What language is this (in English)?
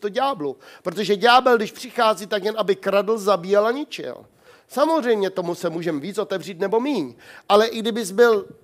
Czech